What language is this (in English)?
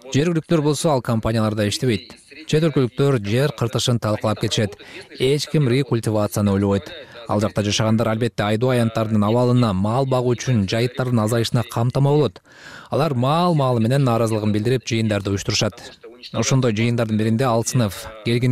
Kyrgyz